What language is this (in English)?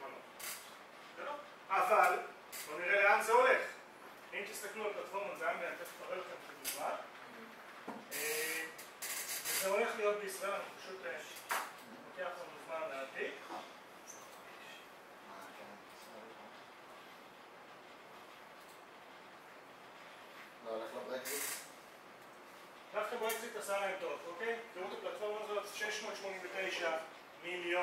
Hebrew